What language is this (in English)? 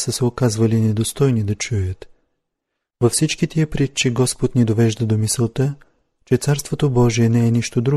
Bulgarian